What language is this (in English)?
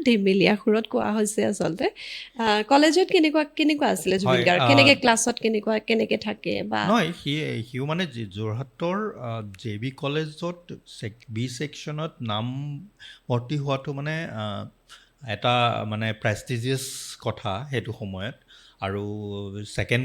Assamese